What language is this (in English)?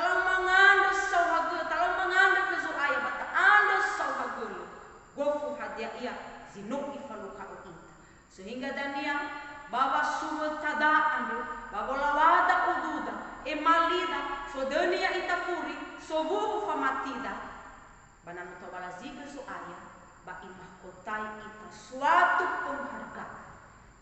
Nias